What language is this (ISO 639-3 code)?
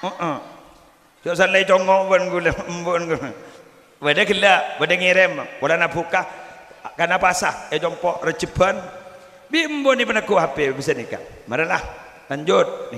mad